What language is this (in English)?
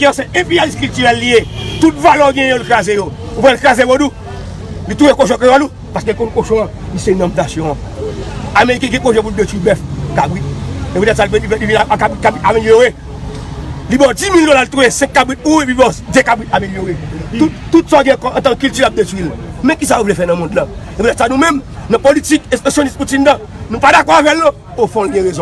Haitian Creole